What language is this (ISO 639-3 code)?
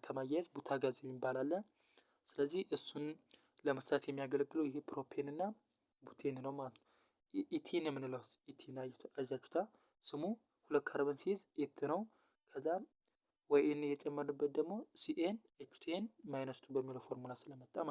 amh